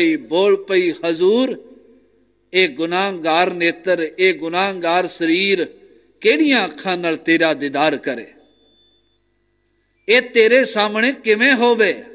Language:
Punjabi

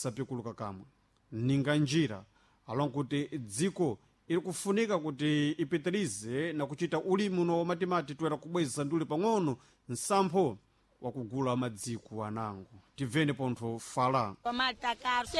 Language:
Sena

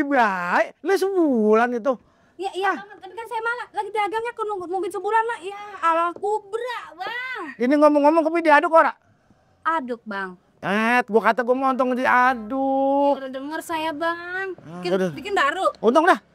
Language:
Betawi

